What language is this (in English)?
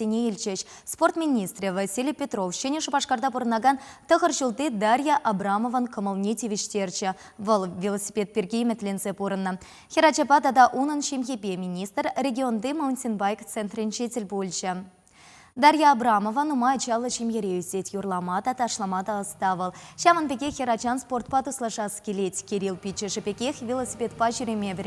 Chuvash